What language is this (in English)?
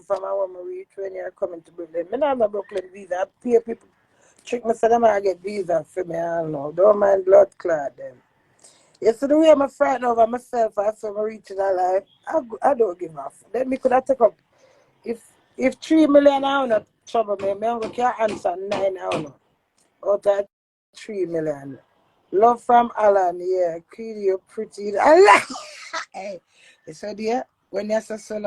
Jamaican Creole English